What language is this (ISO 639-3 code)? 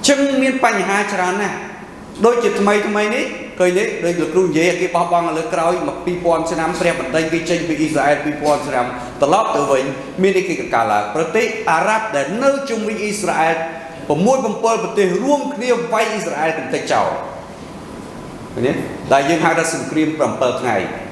khm